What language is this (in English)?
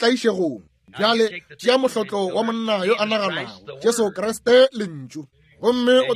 Northern Sotho